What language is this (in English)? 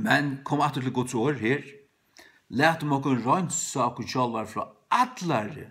Faroese